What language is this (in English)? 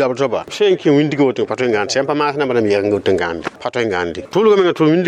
Mossi